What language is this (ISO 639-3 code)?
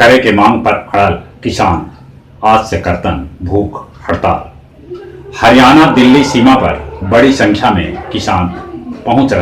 mag